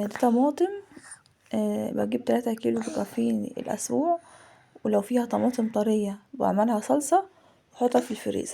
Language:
Egyptian Arabic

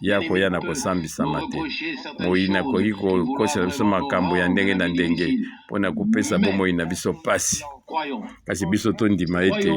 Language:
Lingala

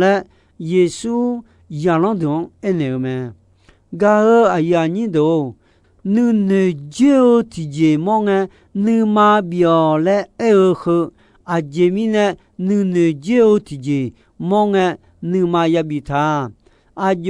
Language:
Akha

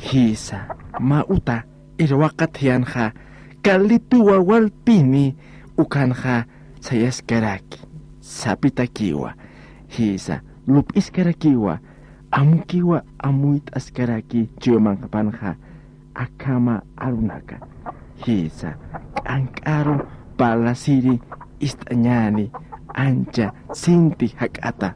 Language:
Aymara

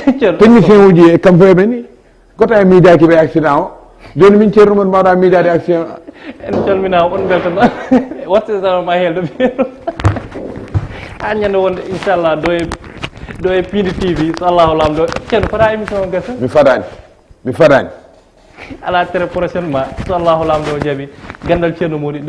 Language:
Fula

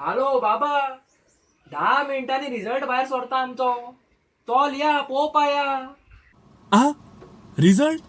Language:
Konkani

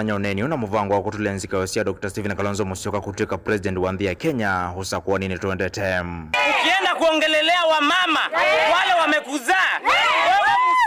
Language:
Kamba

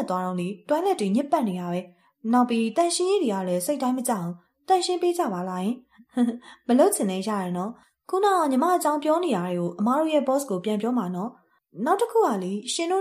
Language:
Burmese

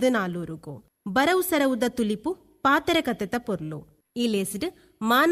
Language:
Tulu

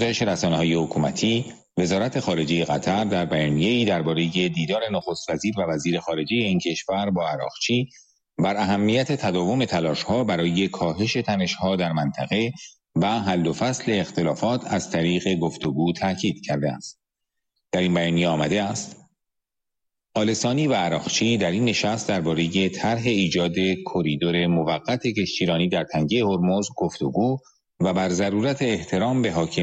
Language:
Persian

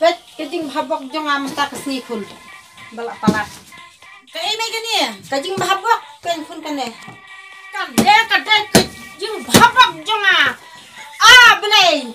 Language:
Khasi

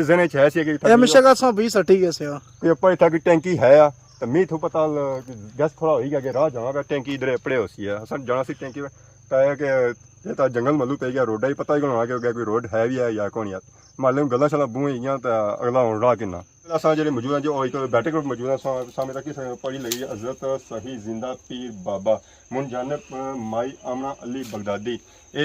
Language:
Pahari-Potwari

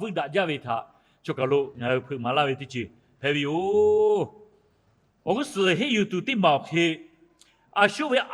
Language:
Lahu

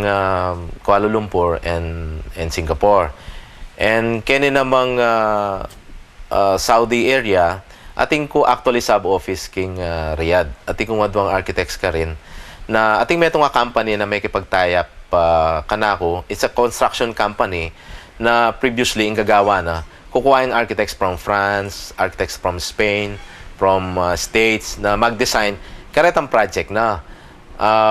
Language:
Pampanga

